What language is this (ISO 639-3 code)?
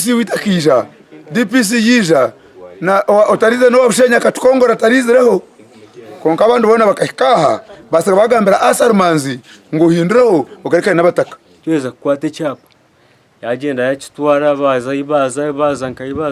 nyn